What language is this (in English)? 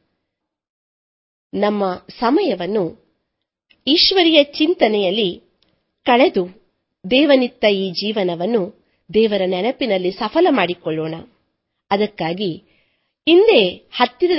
Kannada